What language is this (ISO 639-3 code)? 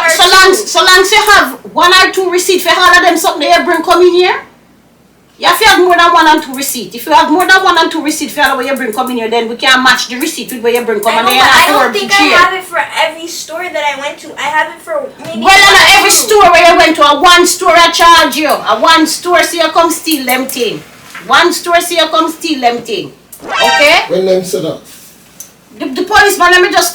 jam